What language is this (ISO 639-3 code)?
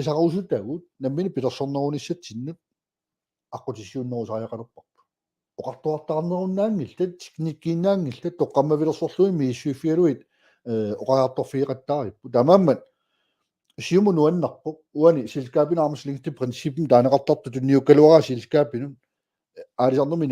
kal